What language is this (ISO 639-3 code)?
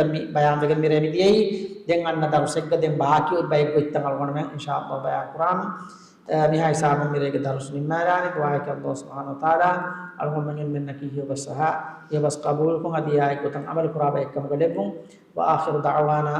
div